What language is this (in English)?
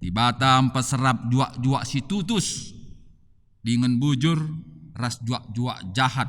Batak Karo